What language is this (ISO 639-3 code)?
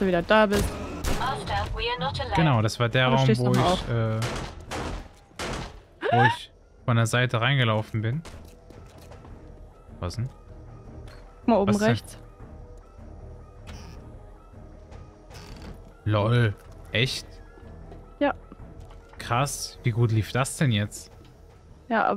deu